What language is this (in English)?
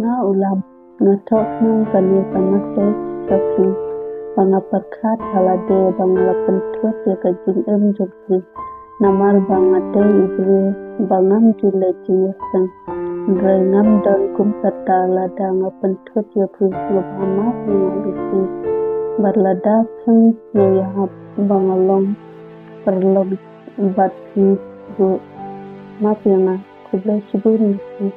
Khasi